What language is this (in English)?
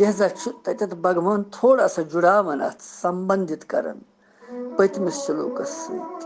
Kashmiri